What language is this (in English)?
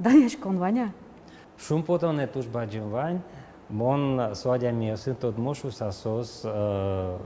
Udmurt